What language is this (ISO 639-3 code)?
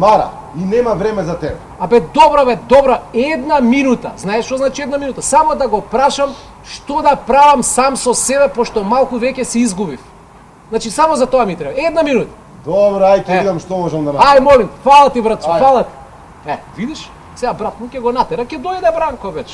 mkd